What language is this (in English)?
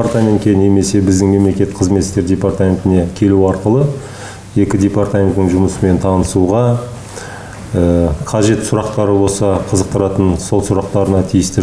Kazakh